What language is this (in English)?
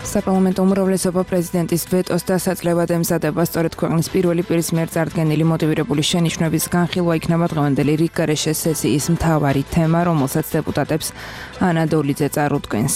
Georgian